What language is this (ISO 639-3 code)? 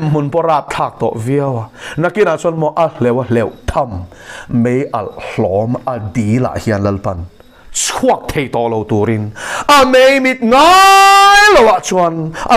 lus